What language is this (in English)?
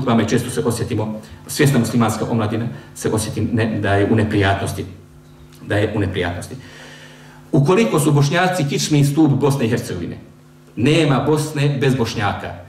Bosnian